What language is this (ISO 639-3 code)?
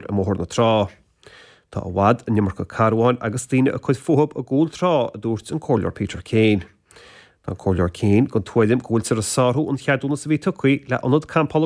gle